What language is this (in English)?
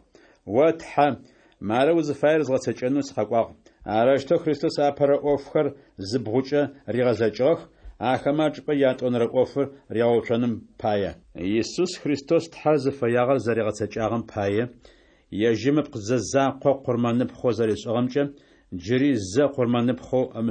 Adyghe